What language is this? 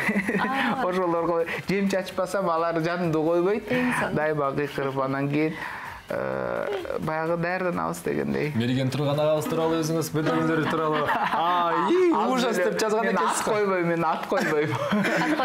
Kyrgyz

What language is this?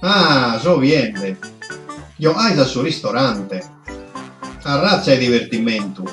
Sardinian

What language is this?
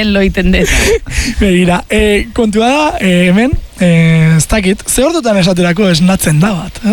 Basque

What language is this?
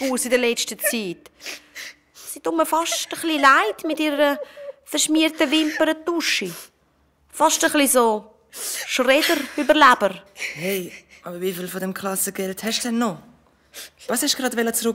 Swiss German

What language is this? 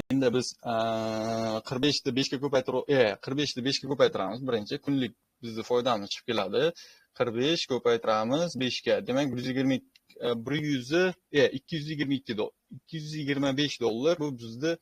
Uzbek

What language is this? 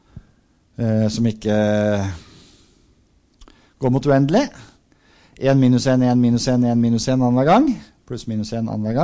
Norwegian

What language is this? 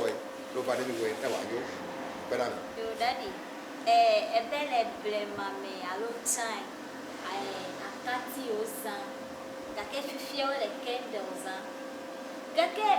Ewe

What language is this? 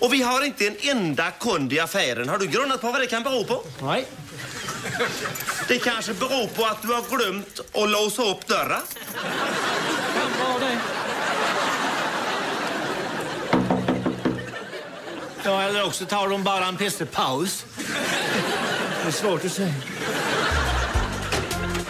Swedish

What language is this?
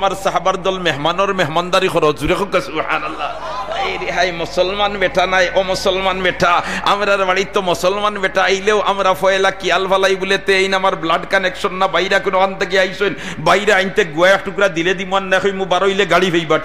Sylheti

